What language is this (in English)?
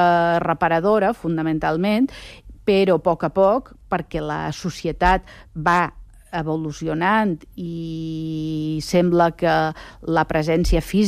Catalan